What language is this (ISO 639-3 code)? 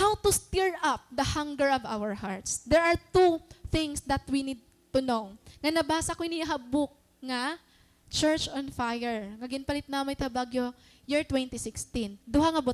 war